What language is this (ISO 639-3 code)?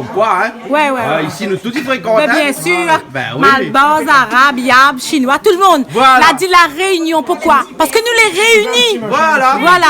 rcf